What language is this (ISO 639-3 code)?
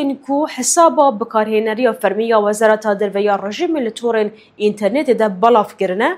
kur